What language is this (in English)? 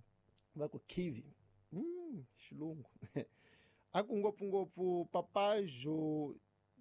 Tsonga